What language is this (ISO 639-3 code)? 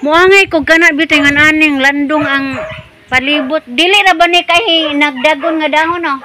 ceb